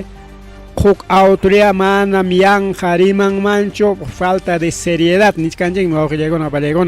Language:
Ayacucho Quechua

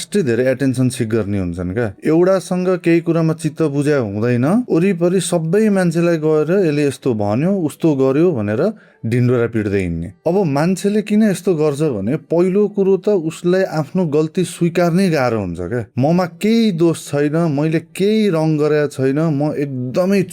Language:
Nepali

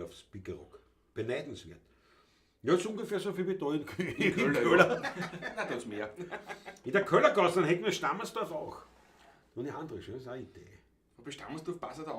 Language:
Bavarian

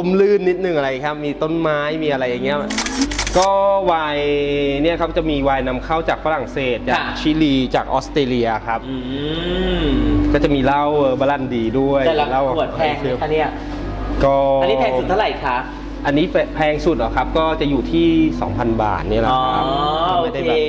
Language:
Thai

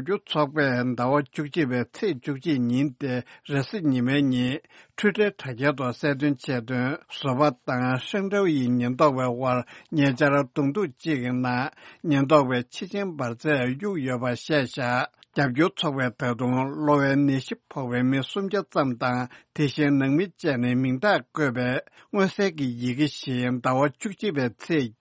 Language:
Tibetan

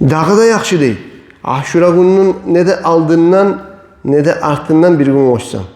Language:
Kumyk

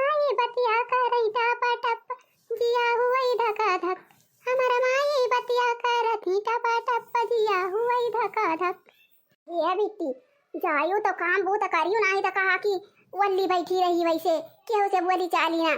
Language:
Awadhi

